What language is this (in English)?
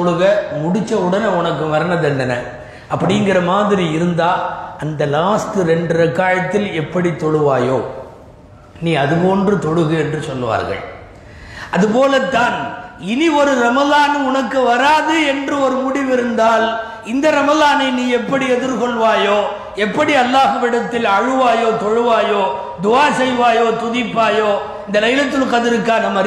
Tamil